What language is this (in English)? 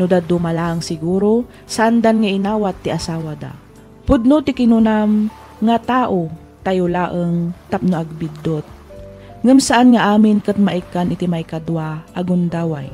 Iloko